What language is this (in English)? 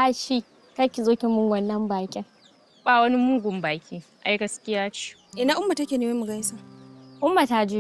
Hausa